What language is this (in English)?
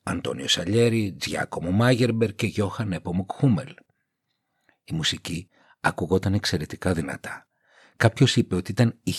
Greek